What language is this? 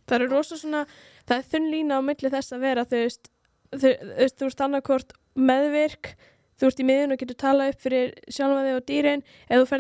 Icelandic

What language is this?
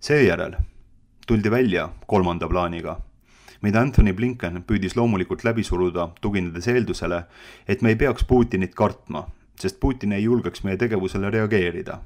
Estonian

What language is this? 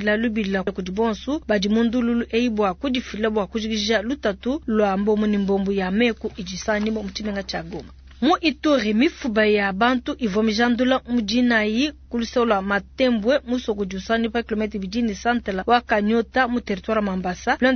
Luba-Lulua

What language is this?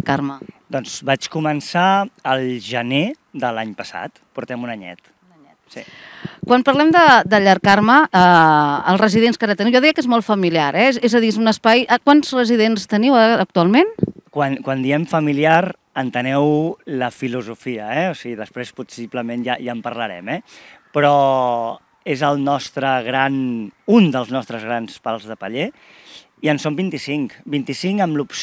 Catalan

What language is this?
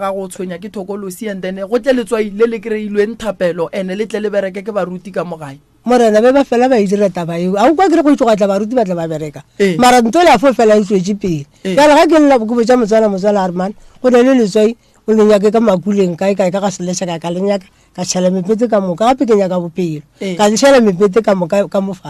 Northern Sotho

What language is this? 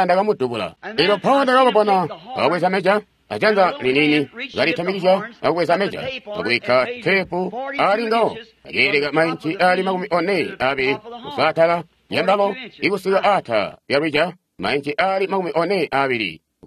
Tonga (Zambia)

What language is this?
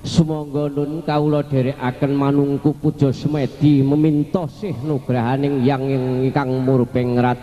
Javanese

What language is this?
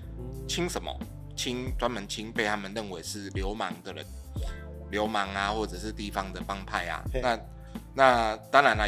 Chinese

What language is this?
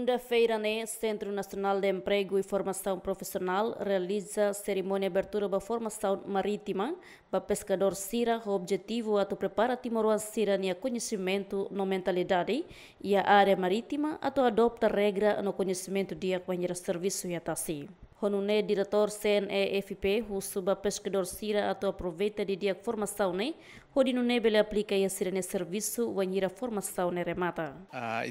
Tetum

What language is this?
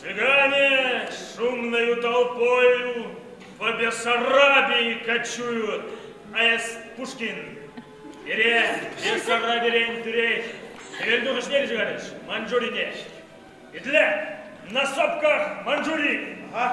Chuvash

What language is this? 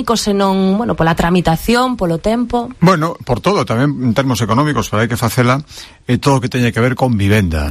Galician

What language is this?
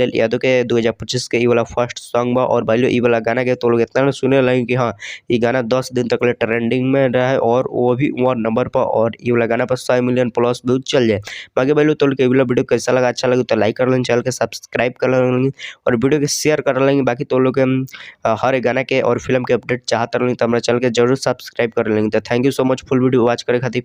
Bhojpuri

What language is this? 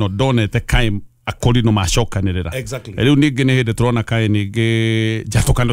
Kikuyu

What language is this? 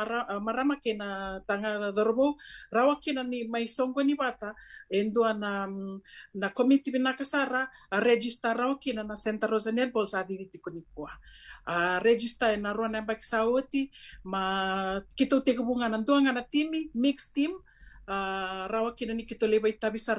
Fijian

